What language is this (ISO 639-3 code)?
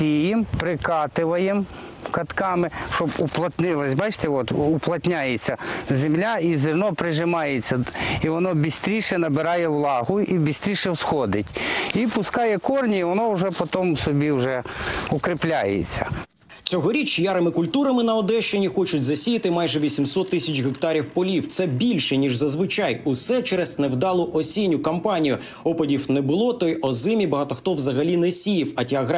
ukr